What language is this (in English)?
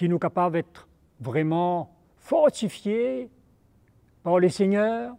Morisyen